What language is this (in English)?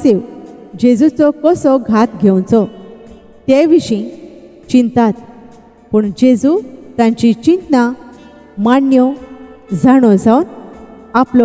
Konkani